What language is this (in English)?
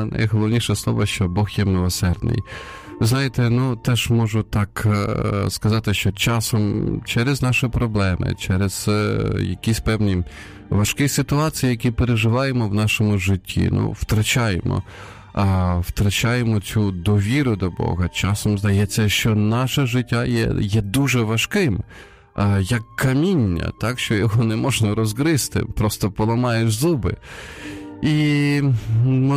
Ukrainian